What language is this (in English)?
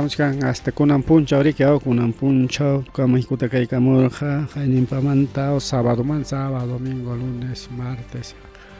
Ayacucho Quechua